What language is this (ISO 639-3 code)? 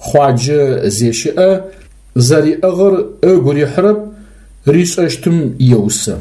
ady